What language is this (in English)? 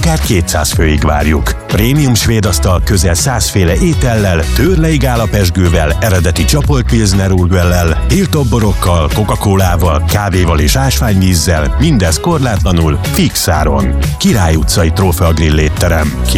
Hungarian